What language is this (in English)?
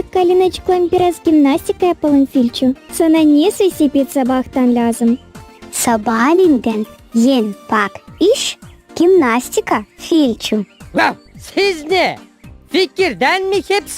Gagauz